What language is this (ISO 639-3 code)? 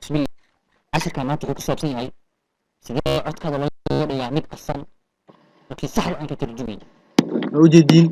som